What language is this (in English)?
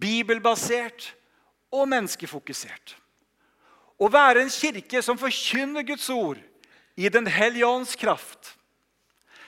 Norwegian